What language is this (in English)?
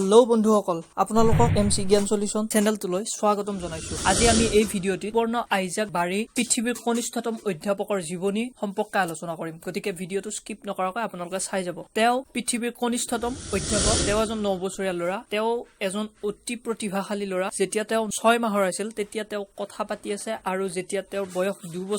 Assamese